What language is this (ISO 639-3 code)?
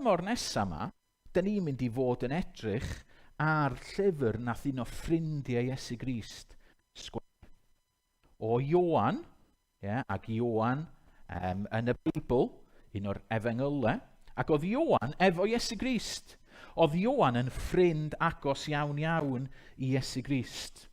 cym